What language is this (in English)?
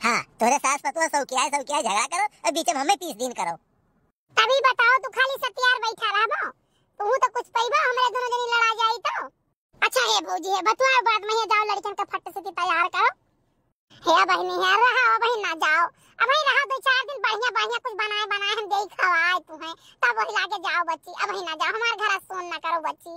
Awadhi